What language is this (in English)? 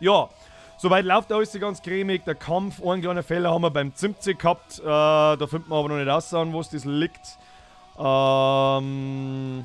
Bavarian